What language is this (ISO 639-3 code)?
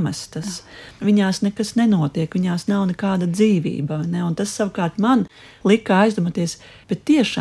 lav